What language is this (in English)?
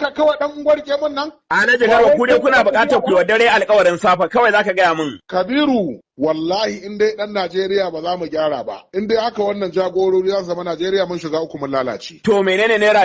Hausa